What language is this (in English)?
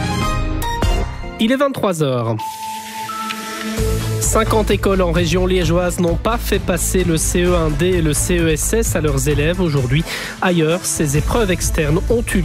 French